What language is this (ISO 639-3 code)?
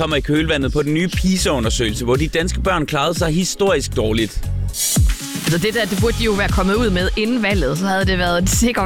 dan